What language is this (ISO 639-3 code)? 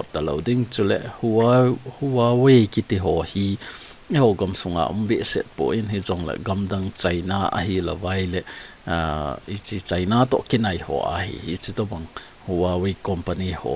tcz